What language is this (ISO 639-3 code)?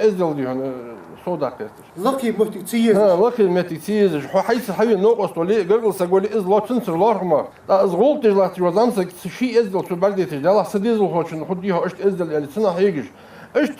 inh